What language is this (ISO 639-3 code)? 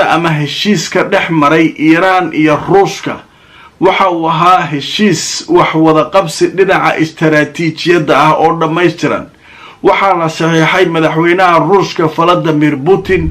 som